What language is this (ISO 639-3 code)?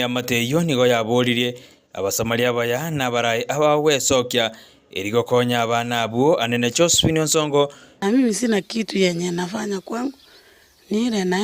guz